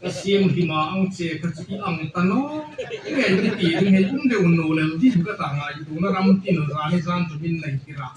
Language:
Hmar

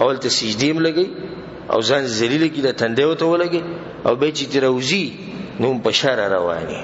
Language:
Pashto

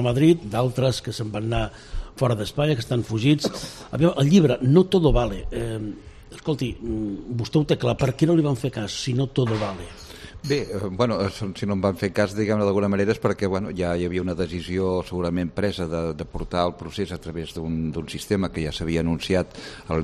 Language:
Catalan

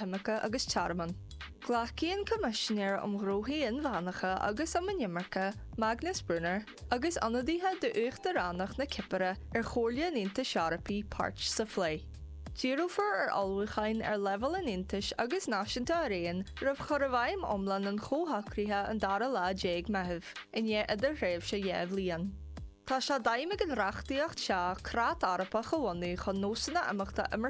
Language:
Irish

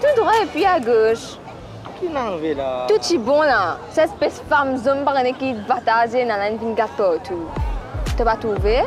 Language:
Morisyen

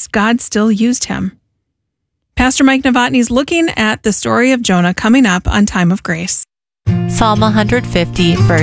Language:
English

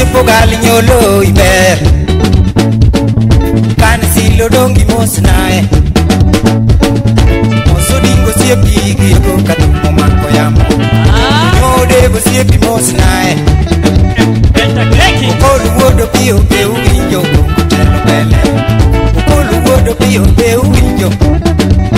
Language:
Luo (Kenya and Tanzania)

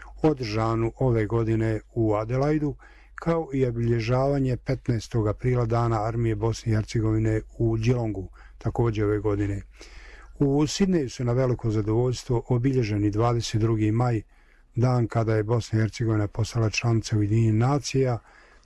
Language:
Bosnian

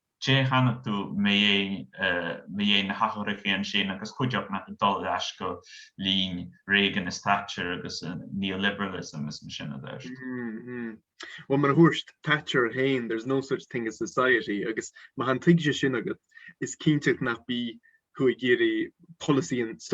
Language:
Scottish Gaelic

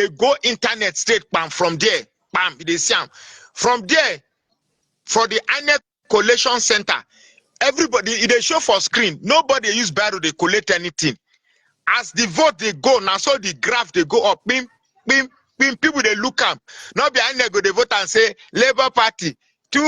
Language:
Nigerian Pidgin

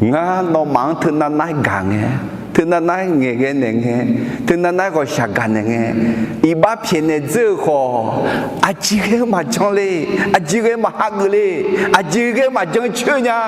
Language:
Akha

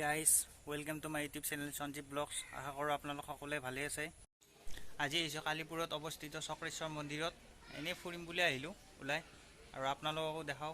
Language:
Assamese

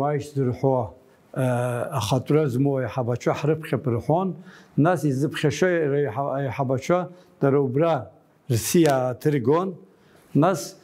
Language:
Abkhazian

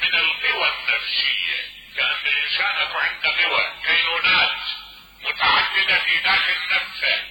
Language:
Mesopotamian Arabic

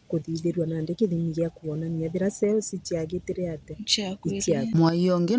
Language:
Meru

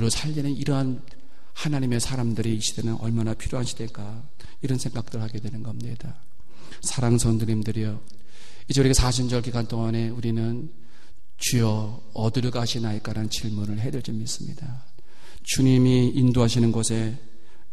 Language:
Korean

